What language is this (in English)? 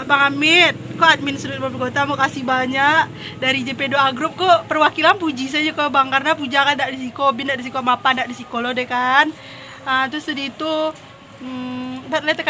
Minangkabau